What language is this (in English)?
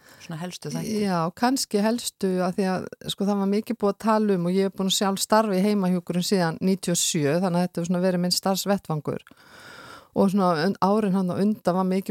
Icelandic